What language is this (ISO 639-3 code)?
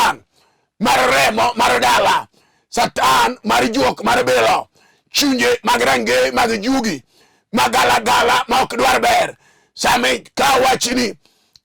luo